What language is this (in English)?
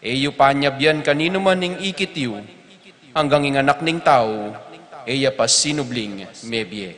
Pampanga